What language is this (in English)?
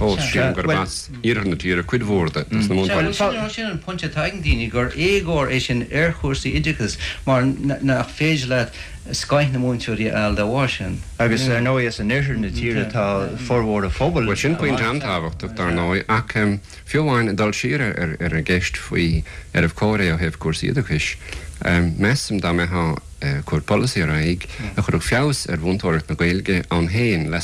Irish